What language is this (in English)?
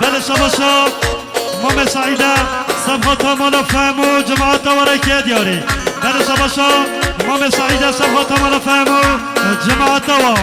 Kurdish